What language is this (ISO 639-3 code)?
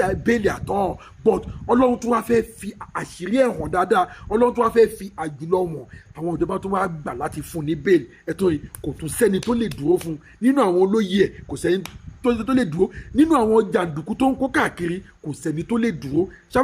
yor